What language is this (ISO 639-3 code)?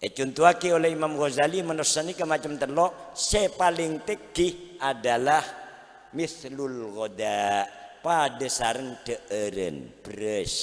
mad